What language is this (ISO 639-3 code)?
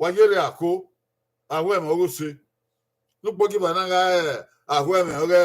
bin